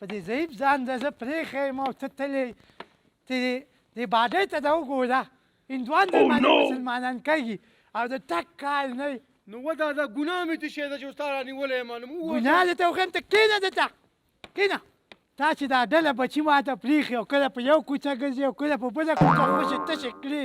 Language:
Pashto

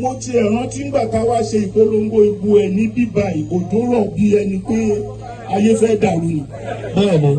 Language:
Yoruba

